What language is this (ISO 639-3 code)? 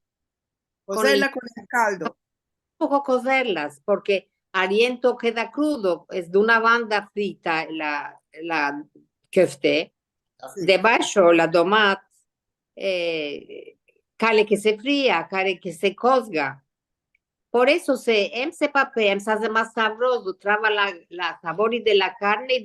lad